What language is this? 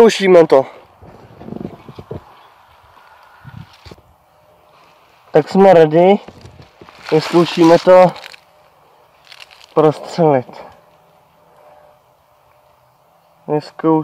Czech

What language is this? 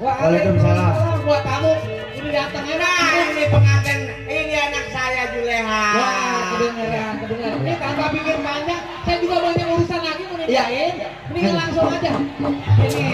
Betawi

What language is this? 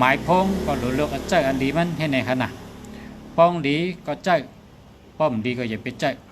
Shan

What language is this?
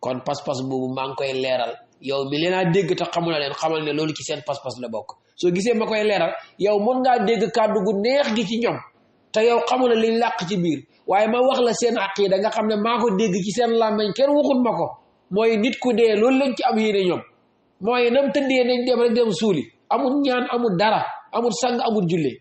Wolof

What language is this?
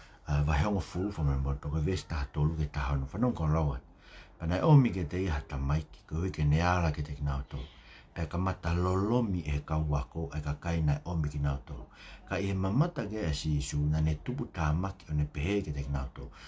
Tongan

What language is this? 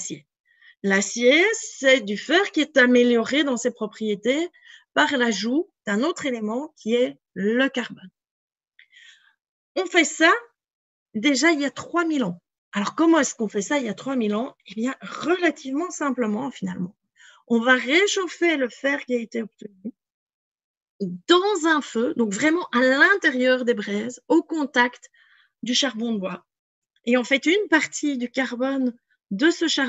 French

